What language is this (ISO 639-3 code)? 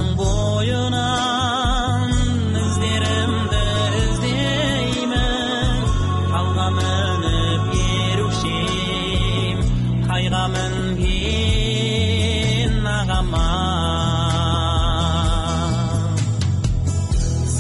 kaz